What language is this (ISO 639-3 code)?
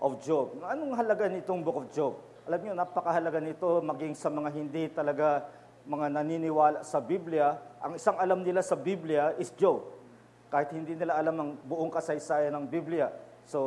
fil